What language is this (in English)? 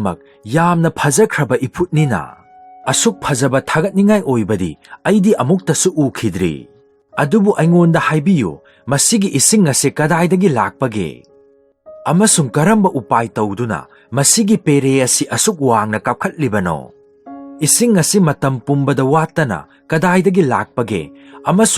Manipuri